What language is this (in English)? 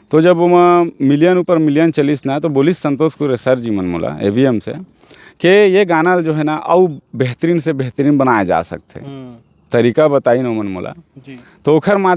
Chhattisgarhi